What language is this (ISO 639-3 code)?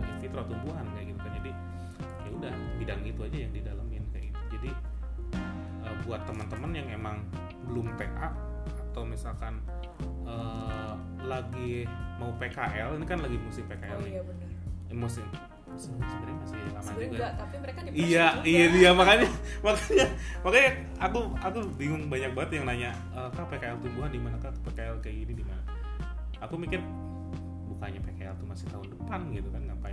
ind